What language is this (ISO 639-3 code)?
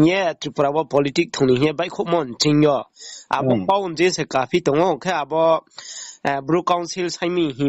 ria